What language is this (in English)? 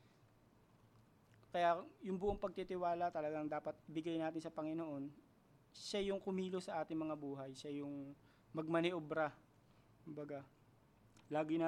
Filipino